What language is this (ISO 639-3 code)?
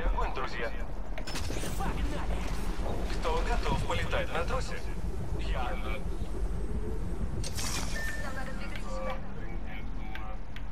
rus